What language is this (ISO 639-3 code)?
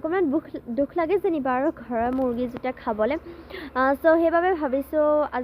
asm